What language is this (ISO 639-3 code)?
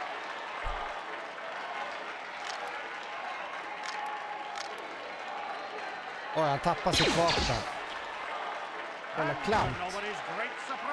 swe